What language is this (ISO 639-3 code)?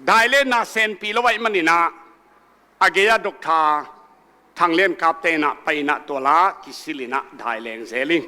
ctd